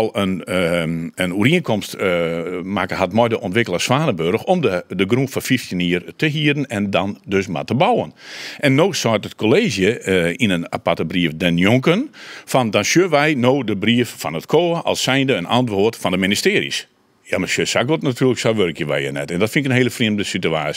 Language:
Western Frisian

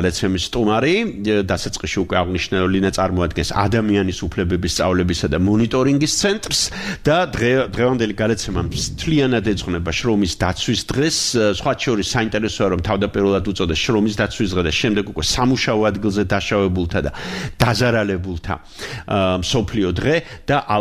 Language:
Georgian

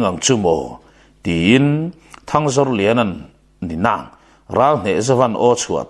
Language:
Mizo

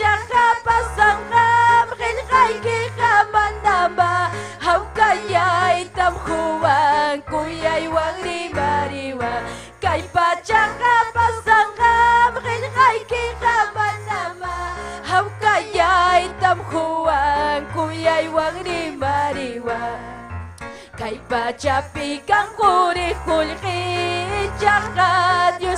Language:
Ayacucho Quechua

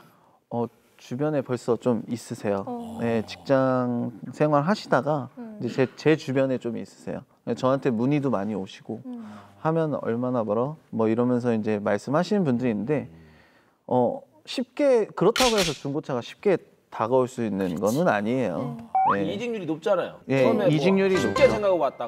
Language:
Korean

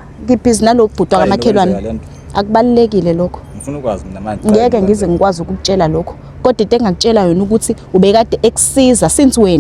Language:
Zulu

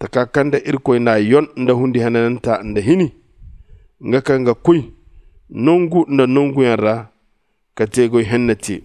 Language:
Zarma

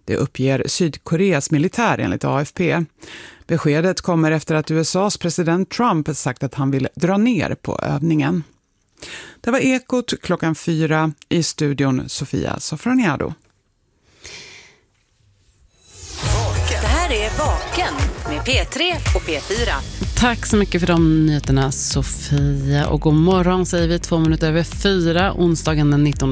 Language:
Swedish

